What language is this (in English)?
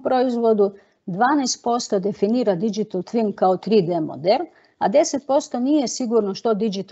Croatian